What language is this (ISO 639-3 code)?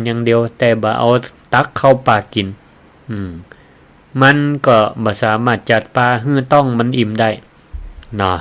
nod